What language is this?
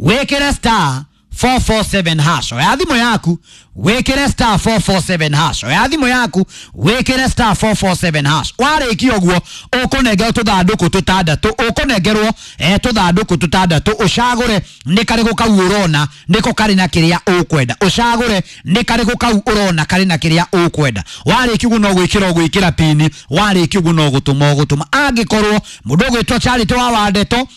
Kikuyu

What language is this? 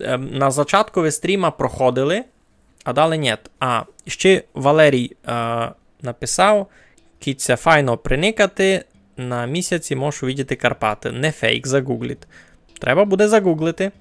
Rusyn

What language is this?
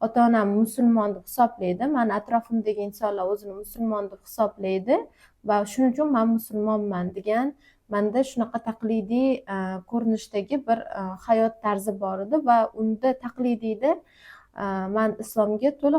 Uzbek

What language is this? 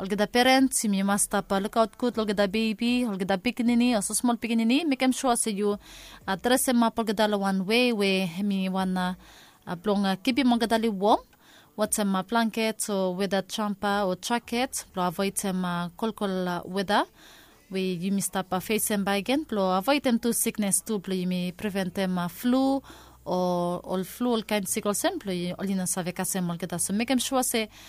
Bislama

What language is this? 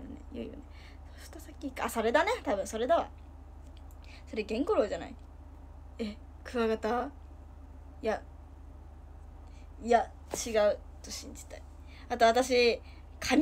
Japanese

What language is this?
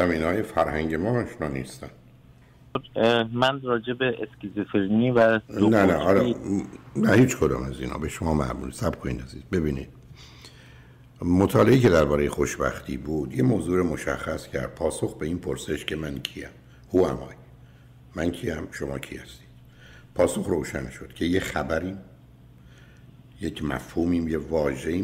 Persian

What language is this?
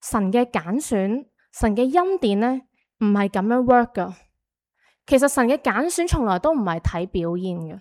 Cantonese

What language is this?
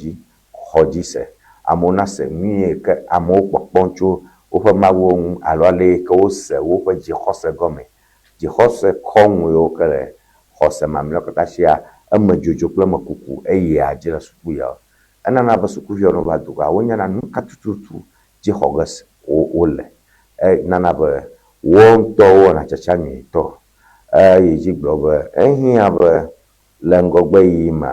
Ewe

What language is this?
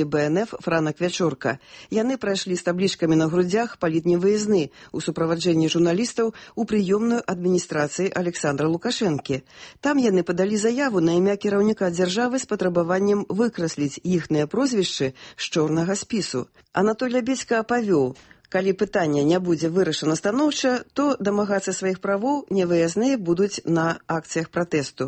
Belarusian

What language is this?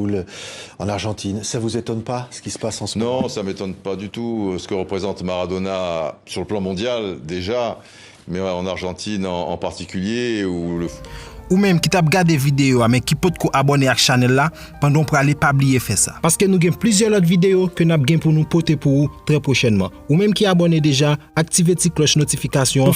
Haitian Creole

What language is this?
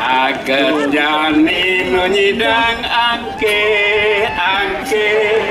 Balinese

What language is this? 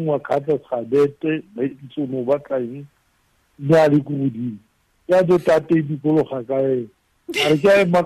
Tswana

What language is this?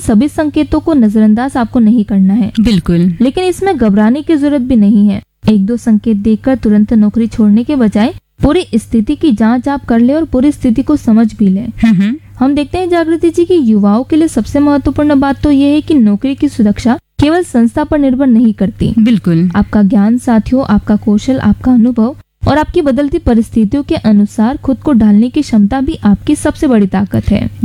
Hindi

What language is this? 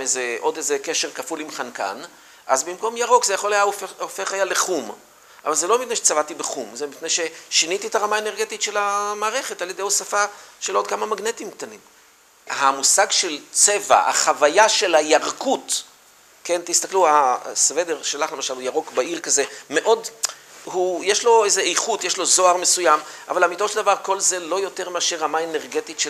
Hebrew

